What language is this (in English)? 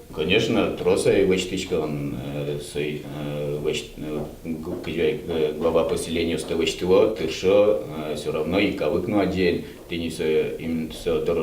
Udmurt